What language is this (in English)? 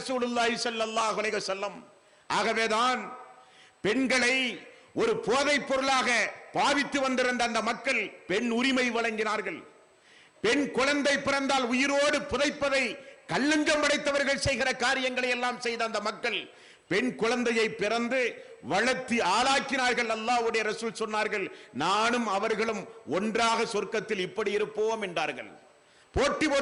Tamil